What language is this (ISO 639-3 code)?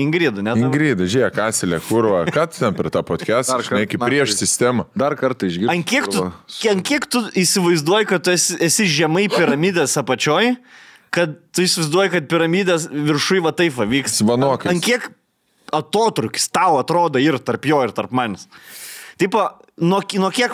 lit